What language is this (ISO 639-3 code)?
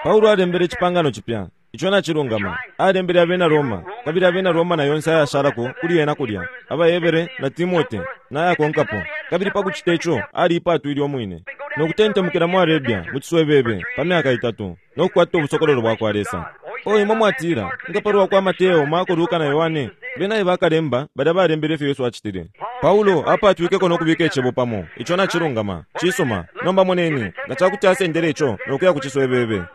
bem